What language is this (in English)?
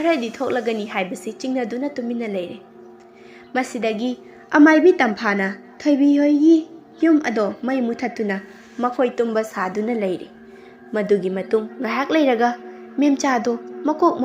Manipuri